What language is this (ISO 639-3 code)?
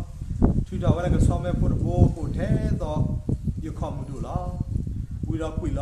ksw